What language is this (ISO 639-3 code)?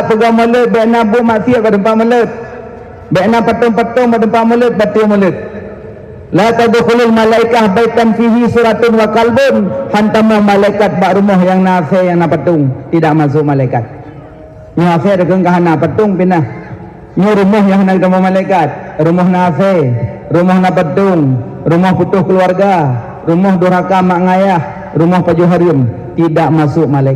ace